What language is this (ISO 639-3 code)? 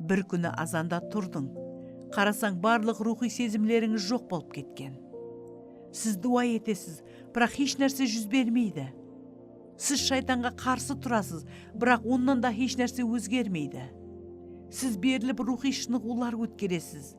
kaa